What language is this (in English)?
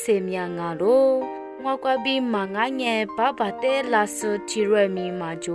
Lisu